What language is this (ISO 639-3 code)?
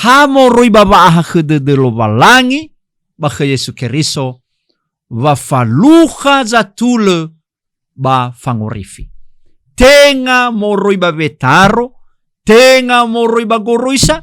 nia